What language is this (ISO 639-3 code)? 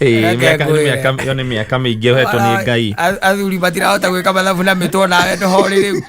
kik